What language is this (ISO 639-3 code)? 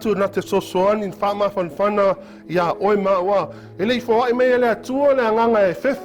smo